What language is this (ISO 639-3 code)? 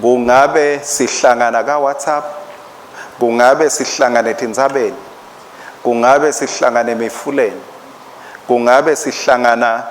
ssw